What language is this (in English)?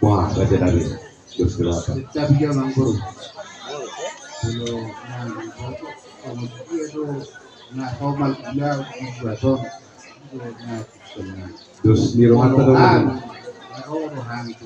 Batak Toba